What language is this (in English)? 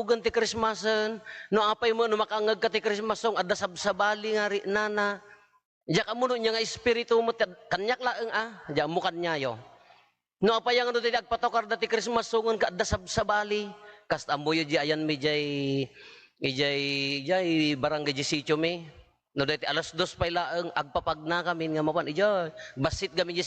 Iloko